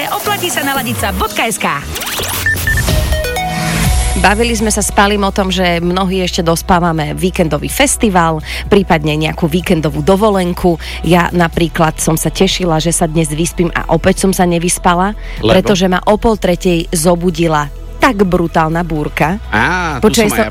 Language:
Slovak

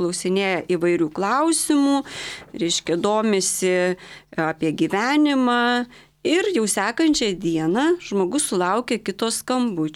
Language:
Lithuanian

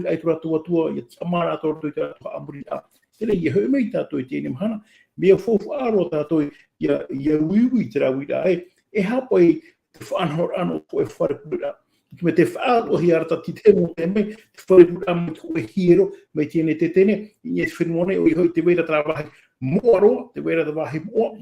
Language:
Tahitian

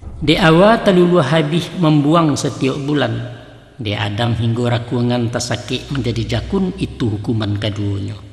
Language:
Minangkabau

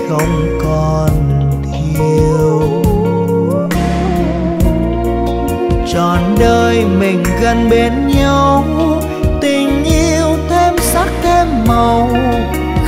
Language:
Vietnamese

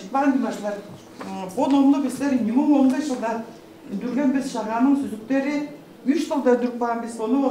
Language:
Tuvinian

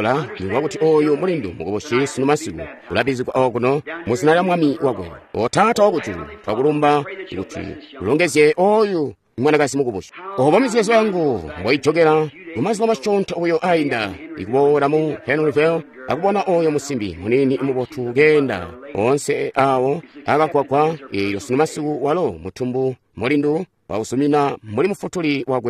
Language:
Tonga (Zambia)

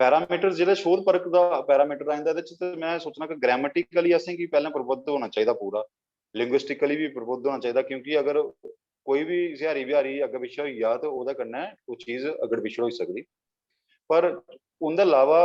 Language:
Dogri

